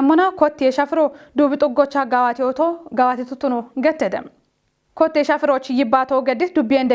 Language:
Kafa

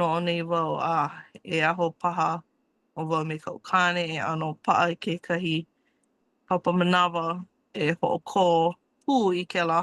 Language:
Hawaiian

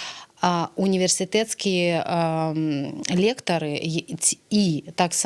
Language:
Belarusian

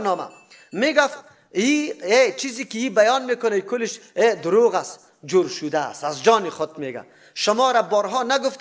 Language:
Persian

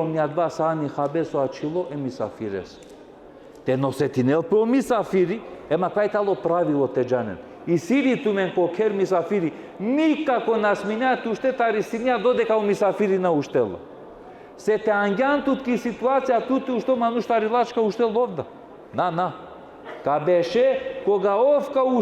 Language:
Balkan Romani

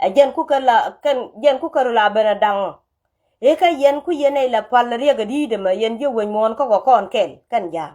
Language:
Nuer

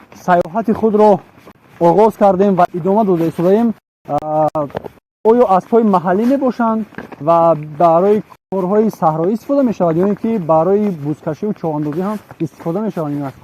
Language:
Tajik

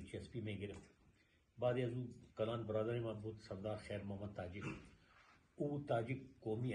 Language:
Persian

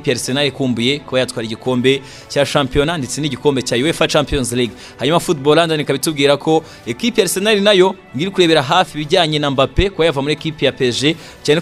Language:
Kinyarwanda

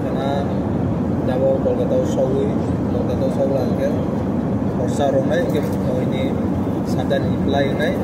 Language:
Kok Borok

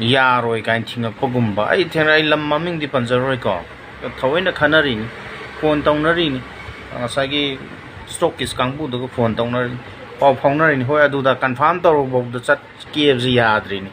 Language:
Manipuri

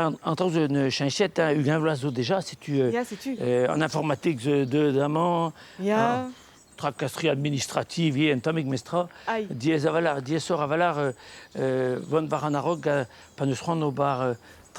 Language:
Breton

